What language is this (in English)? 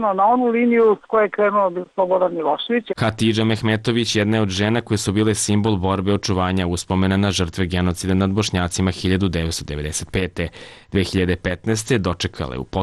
Serbian